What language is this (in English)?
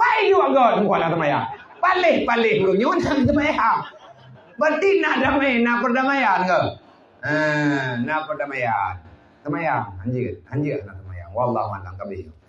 Achinese